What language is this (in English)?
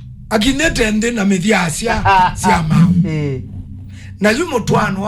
Kamba